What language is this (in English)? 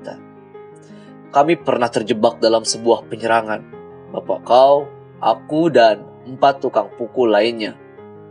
Indonesian